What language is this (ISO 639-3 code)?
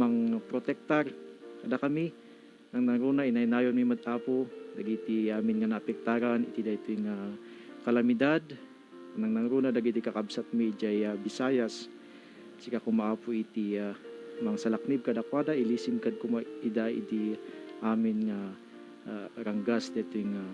ilo